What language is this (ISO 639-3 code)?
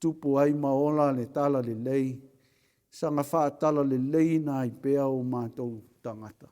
smo